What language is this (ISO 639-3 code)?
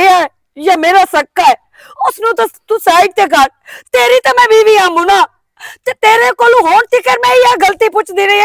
lah